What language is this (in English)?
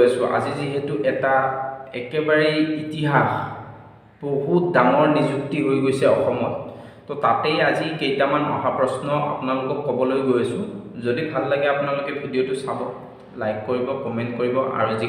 Assamese